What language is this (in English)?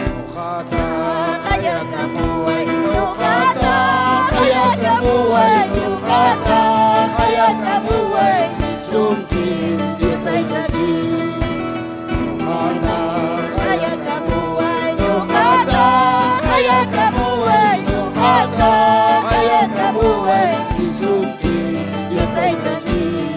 Ayacucho Quechua